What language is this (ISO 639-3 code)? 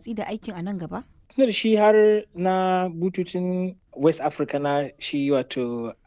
hau